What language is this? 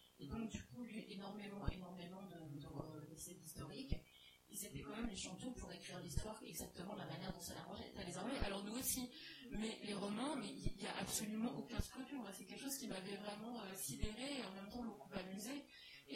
French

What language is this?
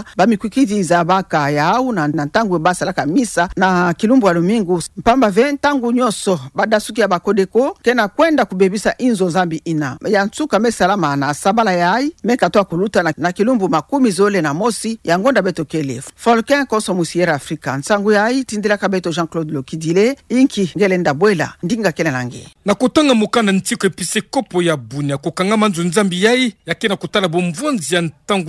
Kituba (Democratic Republic of Congo)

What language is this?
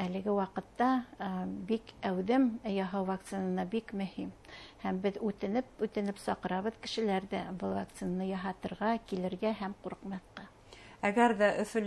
Bashkir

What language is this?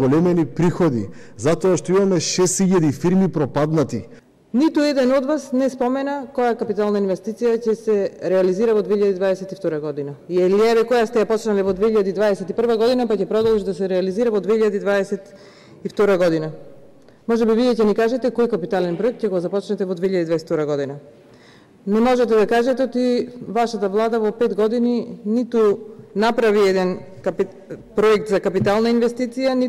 Macedonian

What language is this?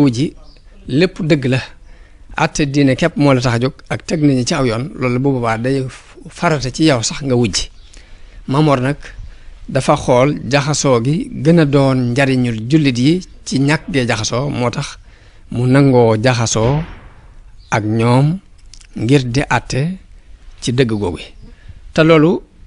Wolof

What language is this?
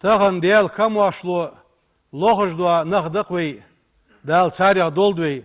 Ingush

